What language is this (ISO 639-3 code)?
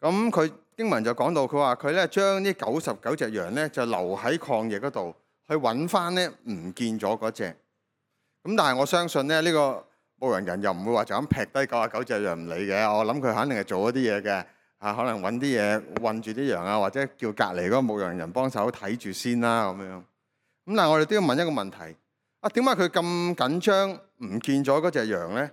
yue